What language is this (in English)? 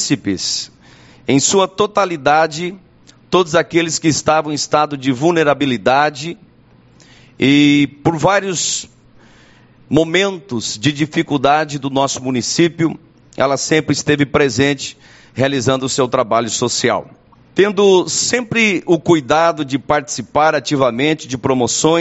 Portuguese